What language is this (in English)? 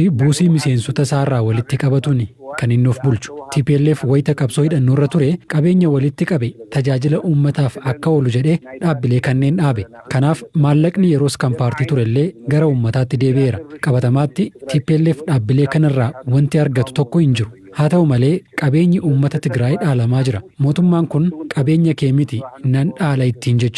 Oromo